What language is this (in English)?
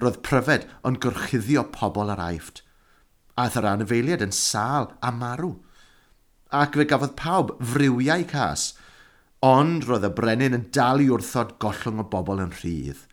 Welsh